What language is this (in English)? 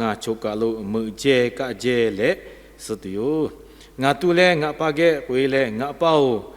Lahu